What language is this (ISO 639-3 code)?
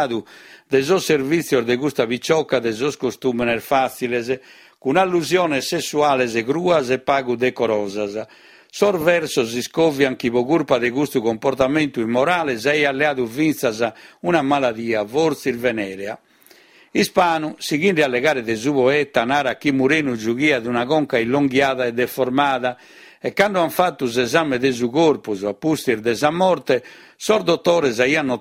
srd